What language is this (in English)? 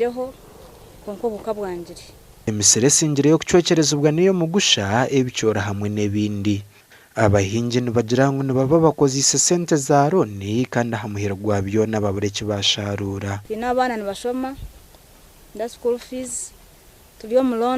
Nyankole